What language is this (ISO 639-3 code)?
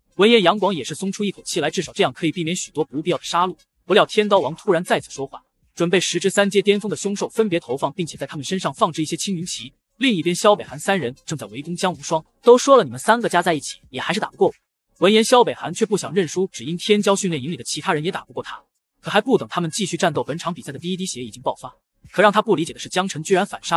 zho